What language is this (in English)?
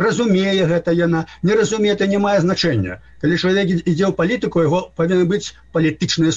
Belarusian